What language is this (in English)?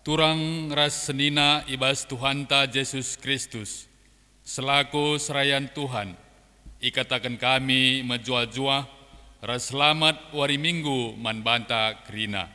Batak Karo